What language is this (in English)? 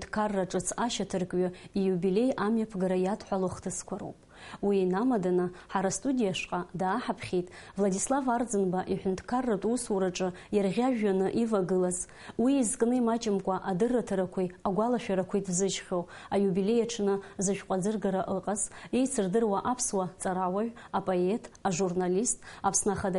Abkhazian